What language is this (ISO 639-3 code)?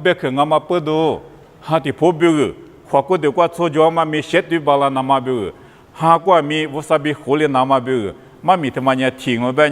lis